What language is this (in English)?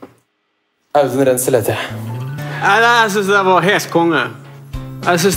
Norwegian